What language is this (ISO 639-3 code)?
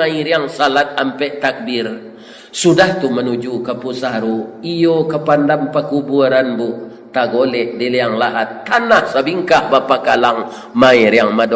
min